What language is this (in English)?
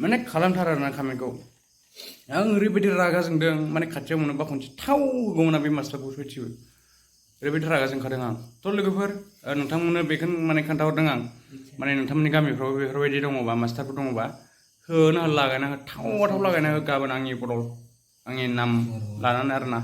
Bodo